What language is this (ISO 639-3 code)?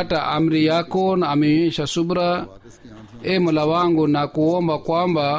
swa